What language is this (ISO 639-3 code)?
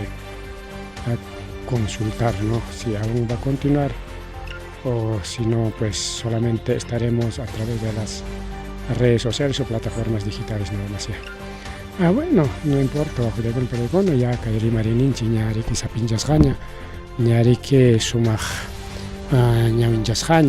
quy